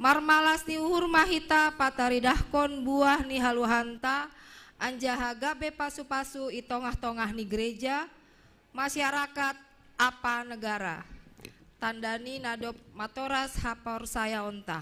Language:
Batak Simalungun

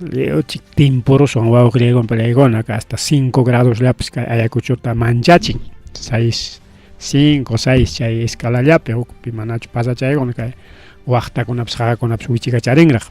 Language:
Ayacucho Quechua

